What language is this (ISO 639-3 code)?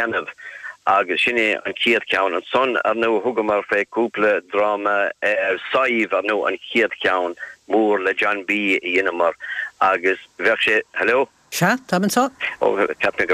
gle